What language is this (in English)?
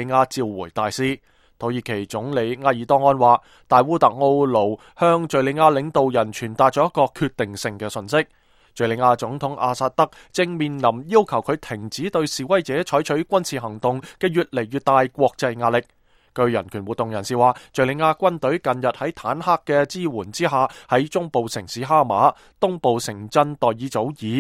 Cantonese